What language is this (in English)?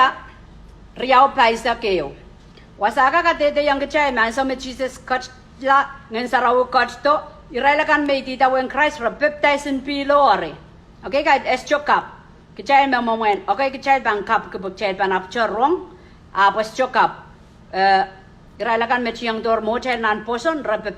Pohnpeian